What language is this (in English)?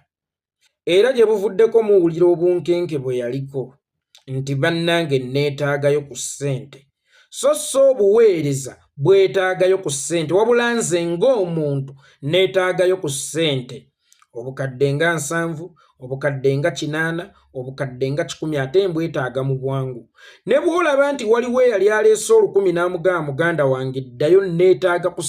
Ganda